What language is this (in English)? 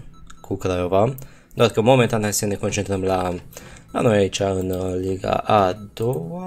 Romanian